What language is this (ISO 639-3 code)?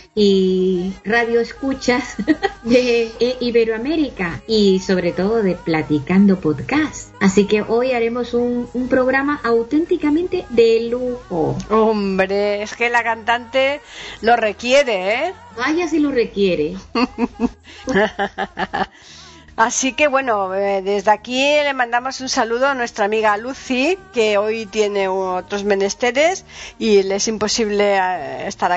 spa